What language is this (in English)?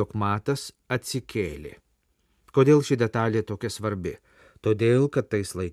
Lithuanian